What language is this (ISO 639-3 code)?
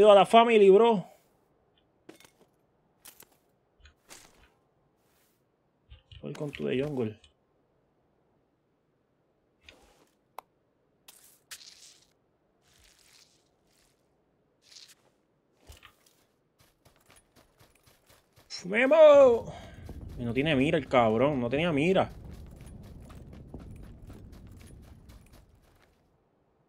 spa